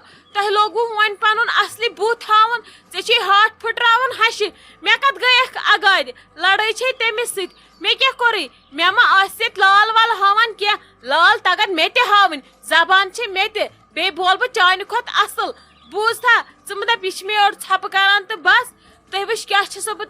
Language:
Kashmiri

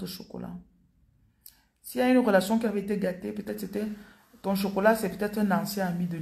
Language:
French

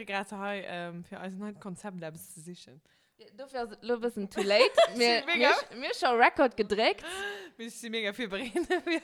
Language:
Luxembourgish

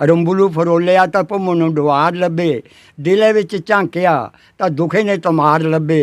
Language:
Dogri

